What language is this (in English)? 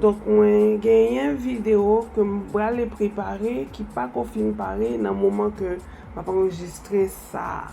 Haitian Creole